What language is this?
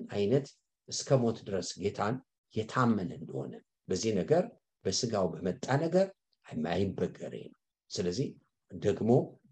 Amharic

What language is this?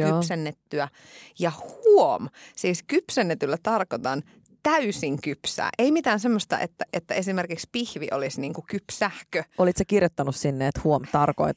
Finnish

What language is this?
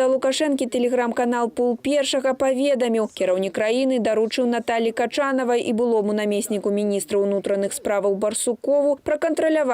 Belarusian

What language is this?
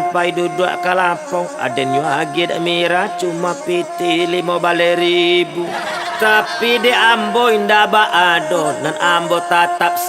Minangkabau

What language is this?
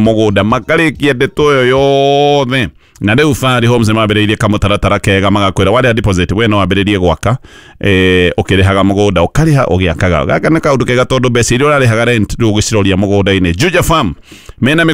Kikuyu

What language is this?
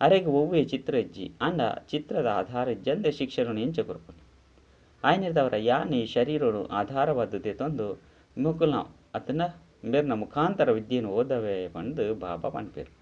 Tulu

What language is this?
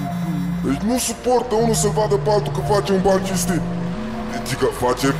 Romanian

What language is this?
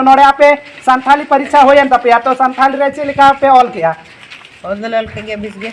Santali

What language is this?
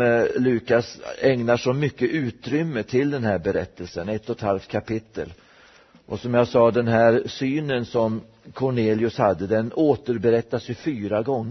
Swedish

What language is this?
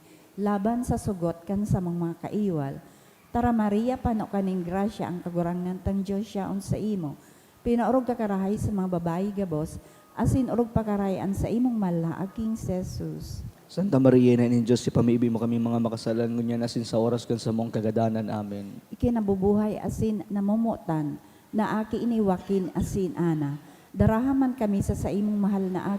Bikol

